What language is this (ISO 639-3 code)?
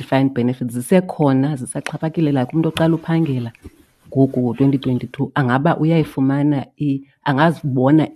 xho